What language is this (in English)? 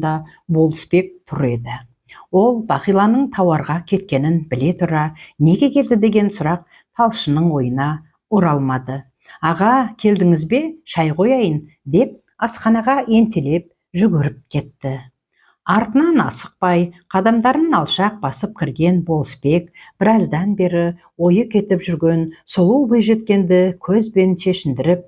Kazakh